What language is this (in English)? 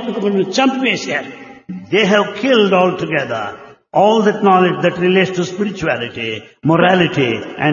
Telugu